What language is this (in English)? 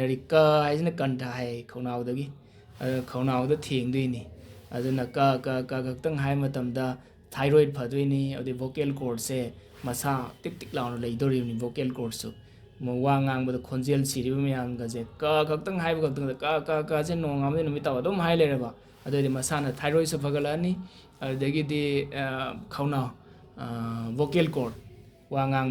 Manipuri